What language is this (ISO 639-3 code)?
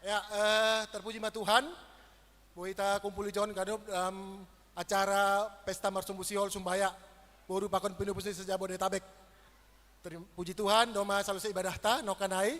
bts